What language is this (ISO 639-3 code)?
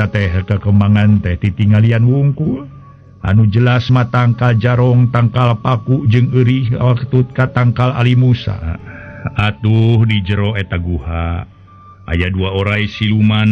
sun